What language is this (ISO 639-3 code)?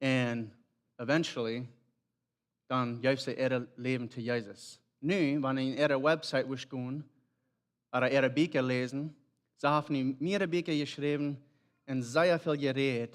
pdt